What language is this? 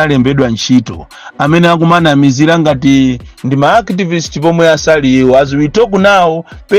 Nyanja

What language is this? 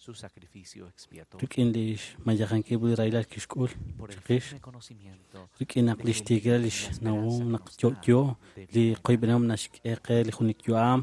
Kekchí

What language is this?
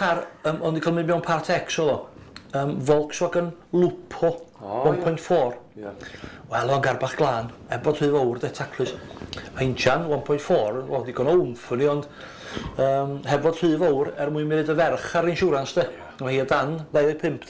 Welsh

